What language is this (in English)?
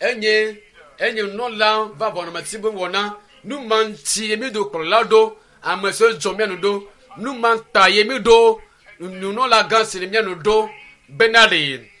Ewe